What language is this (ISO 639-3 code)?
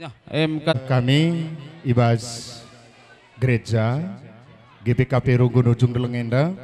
btx